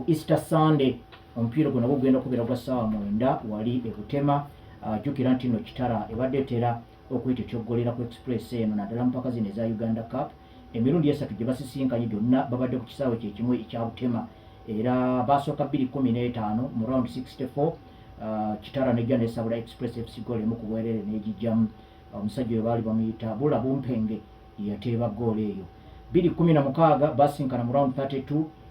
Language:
Ganda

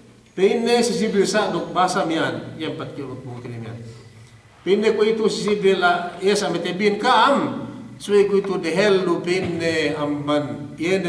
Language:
Yakan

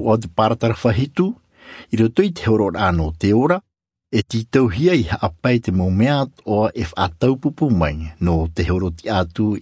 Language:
Tahitian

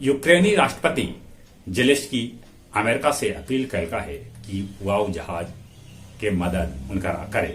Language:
Magahi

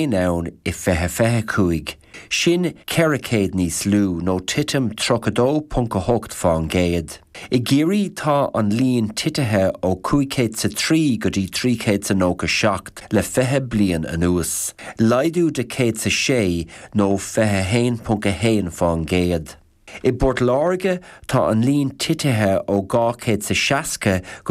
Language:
Irish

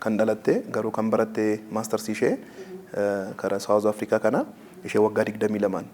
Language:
Oromo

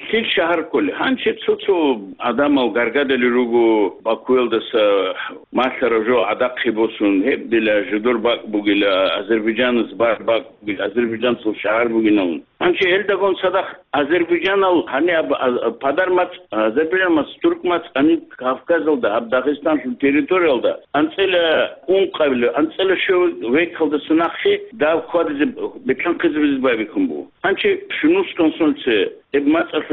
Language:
Avaric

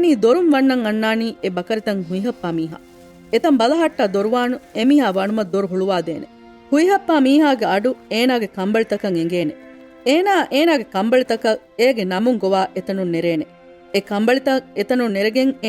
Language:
Divehi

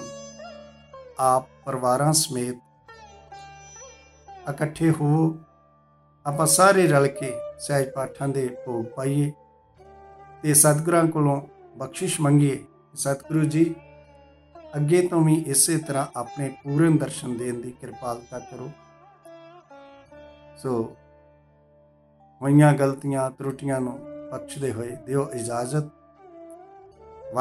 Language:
Punjabi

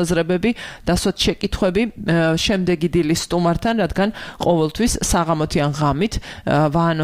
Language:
Georgian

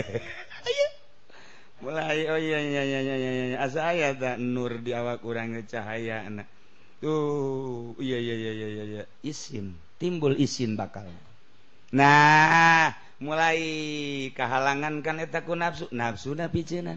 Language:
Sundanese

